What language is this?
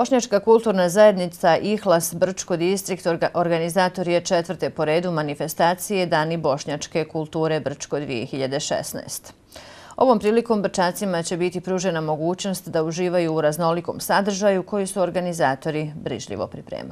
Bosnian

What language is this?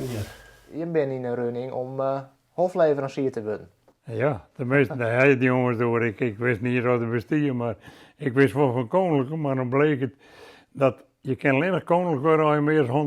Western Frisian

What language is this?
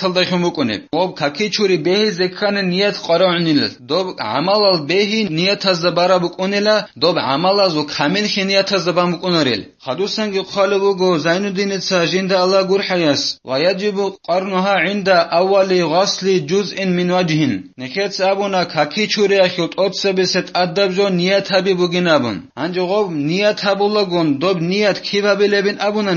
Avaric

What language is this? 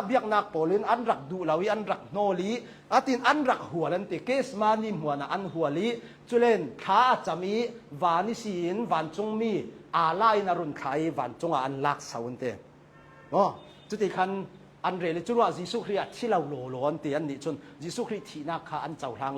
Hakha Chin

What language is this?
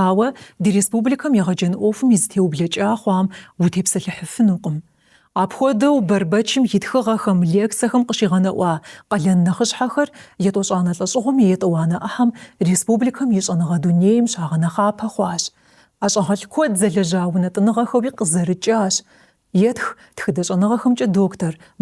Kabardian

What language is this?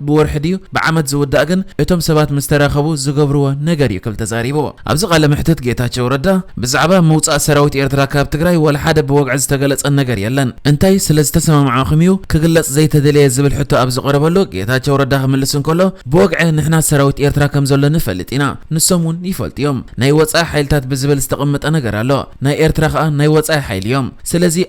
Tigrinya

